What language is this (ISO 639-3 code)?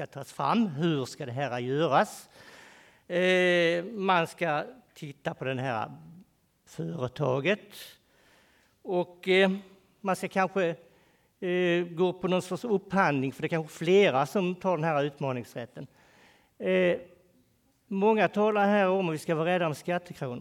swe